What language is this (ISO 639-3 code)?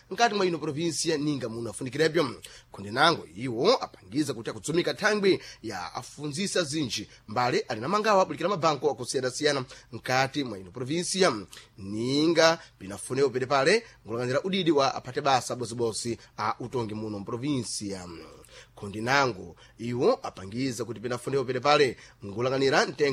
seh